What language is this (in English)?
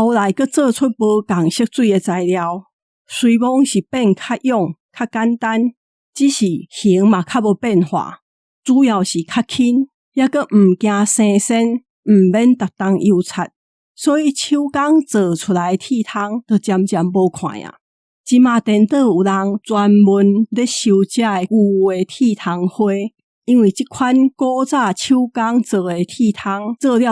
Min Nan Chinese